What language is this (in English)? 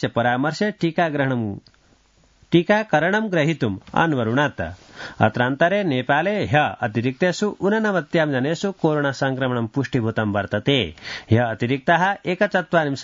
Sanskrit